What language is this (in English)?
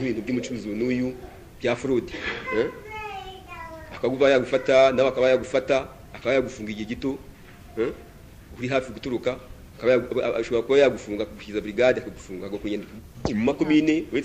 Kinyarwanda